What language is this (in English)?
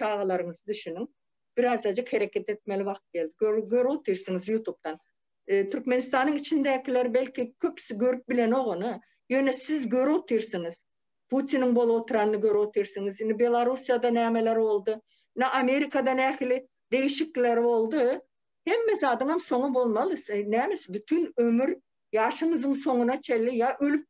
Turkmen